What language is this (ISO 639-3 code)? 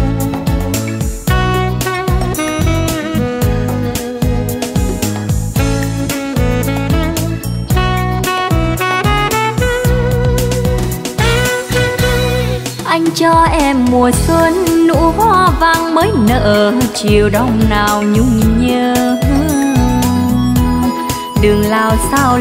vie